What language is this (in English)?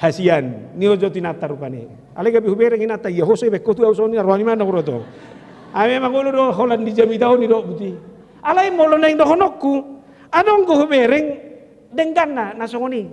Batak Toba